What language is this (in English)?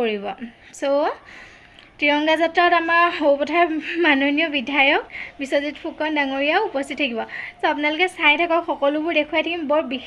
Assamese